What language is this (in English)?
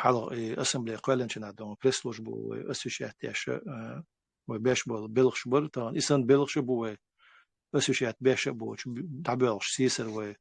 Chechen